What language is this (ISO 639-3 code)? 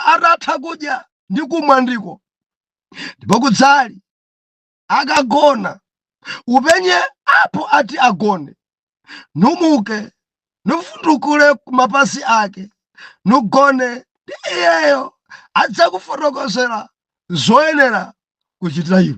nya